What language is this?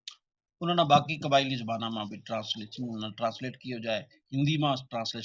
Gujari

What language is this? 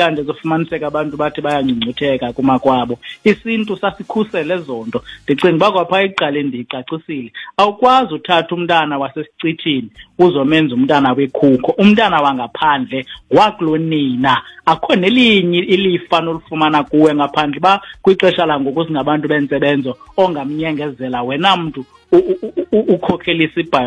Xhosa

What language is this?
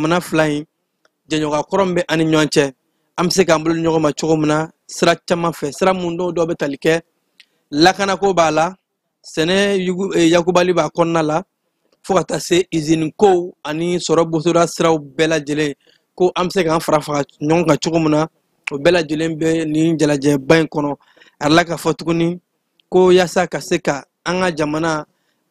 Bambara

